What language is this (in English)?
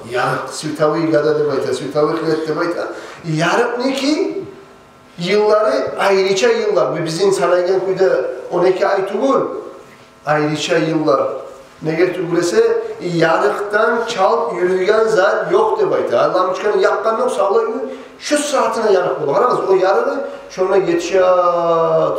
Kumyk